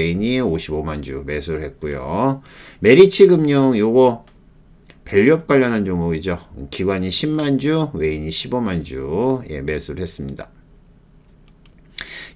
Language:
Korean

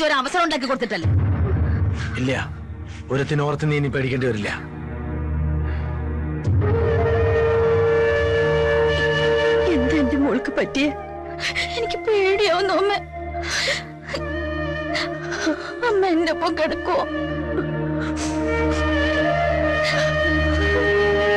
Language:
Malayalam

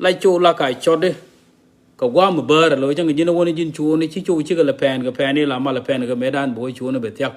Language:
Nuer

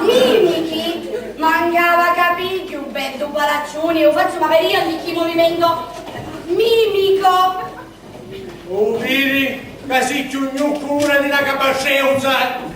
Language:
Sicilian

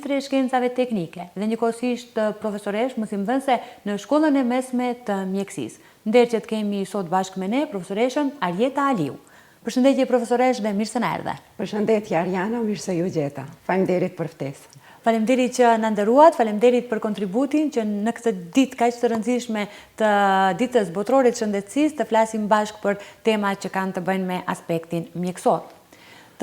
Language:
Albanian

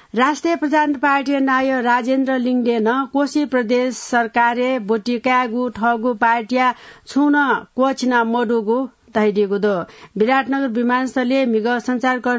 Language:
Newari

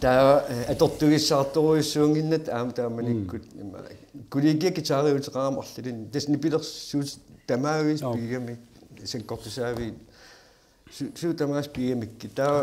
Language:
Kalaallisut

